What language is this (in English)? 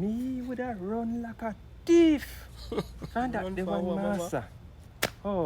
Jamaican Creole English